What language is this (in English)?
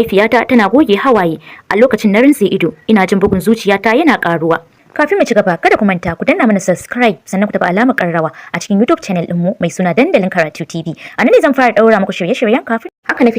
Hausa